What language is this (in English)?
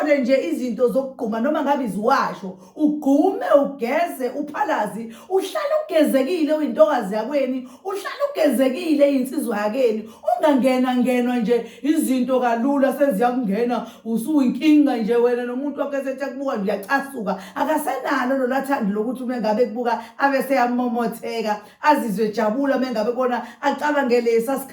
Zulu